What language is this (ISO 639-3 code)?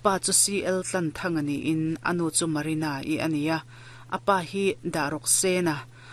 lus